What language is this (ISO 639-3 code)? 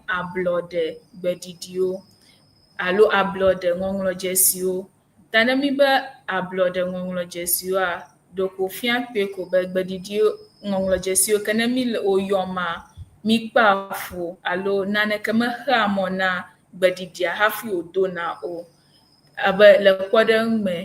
ewe